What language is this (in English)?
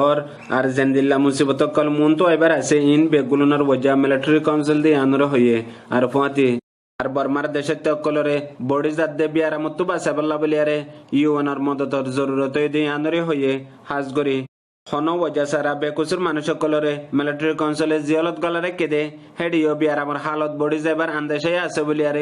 Rohingya